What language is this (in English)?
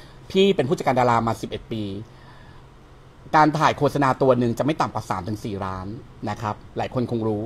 Thai